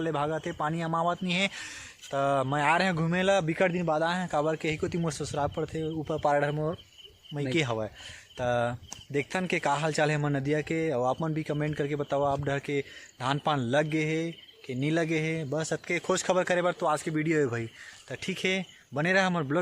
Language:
Chhattisgarhi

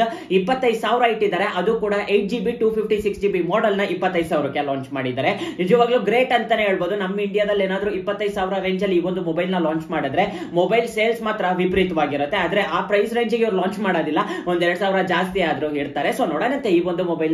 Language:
Kannada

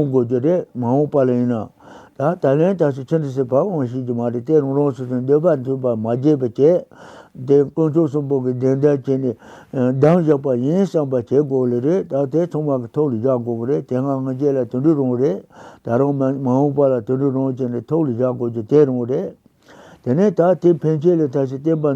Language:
Tibetan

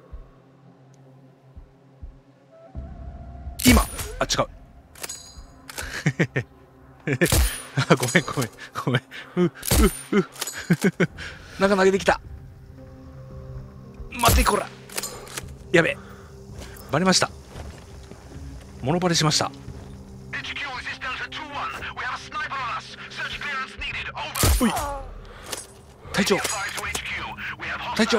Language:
Japanese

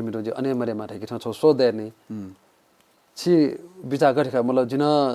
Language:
Newari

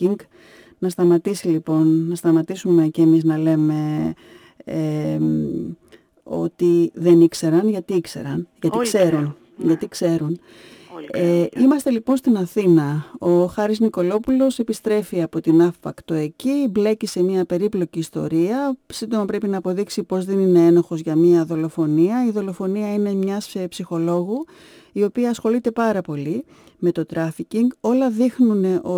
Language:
Greek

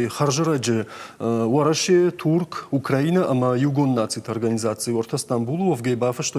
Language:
Ossetic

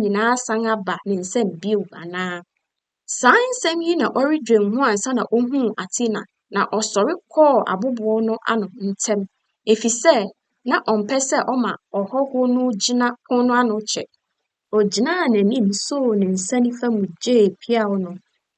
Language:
Akan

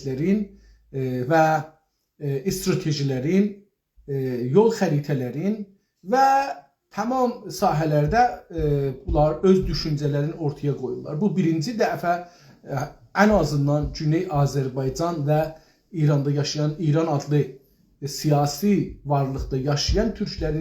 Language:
South Azerbaijani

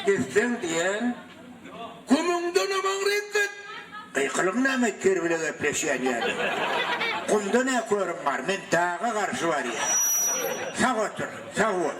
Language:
Turkmen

